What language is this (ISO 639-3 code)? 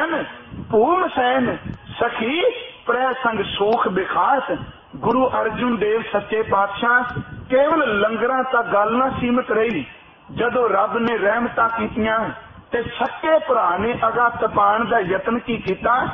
pan